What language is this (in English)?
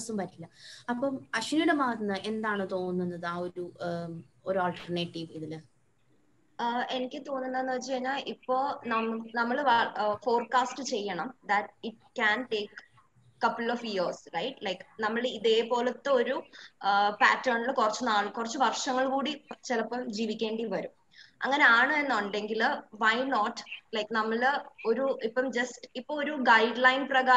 Malayalam